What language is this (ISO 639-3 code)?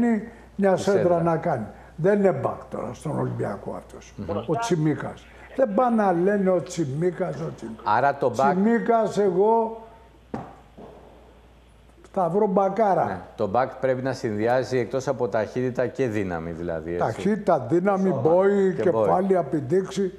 ell